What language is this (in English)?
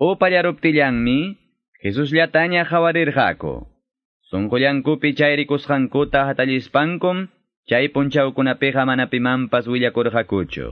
Ayacucho Quechua